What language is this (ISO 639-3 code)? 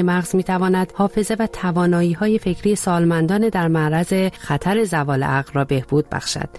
fas